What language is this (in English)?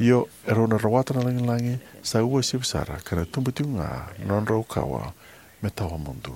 Fijian